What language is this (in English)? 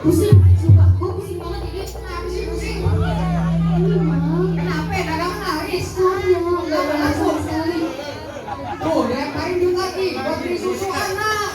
Betawi